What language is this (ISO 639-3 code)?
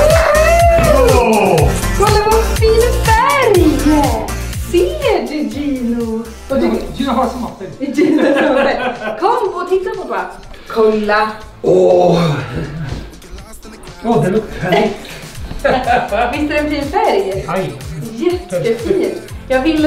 swe